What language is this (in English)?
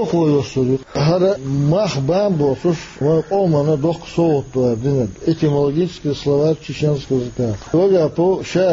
Chechen